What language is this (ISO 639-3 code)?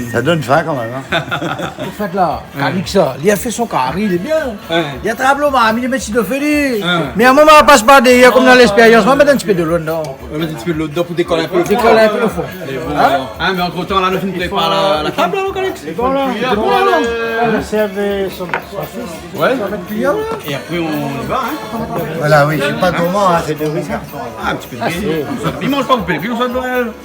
rcf